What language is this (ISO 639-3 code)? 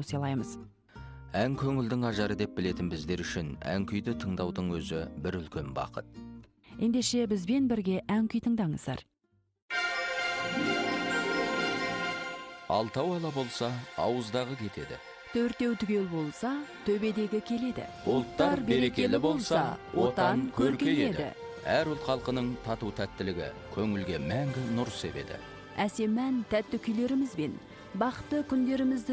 kaz